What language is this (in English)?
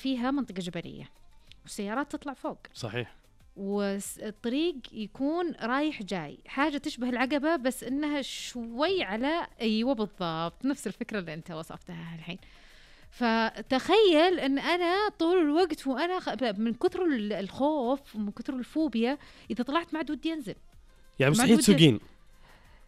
Najdi Arabic